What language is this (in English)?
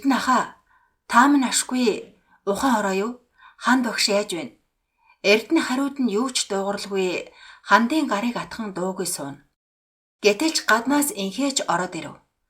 Mongolian